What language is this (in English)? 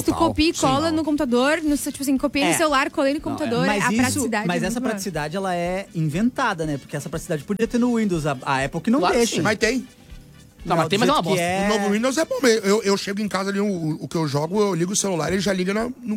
Portuguese